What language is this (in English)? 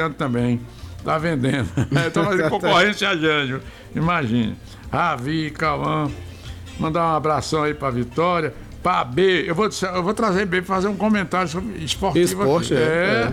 Portuguese